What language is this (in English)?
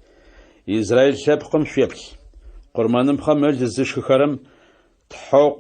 Adyghe